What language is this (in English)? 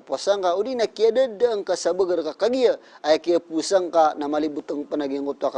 Maranao